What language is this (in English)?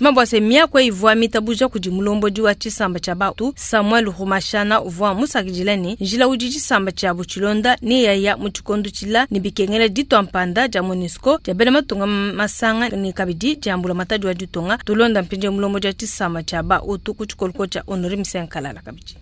Luba-Lulua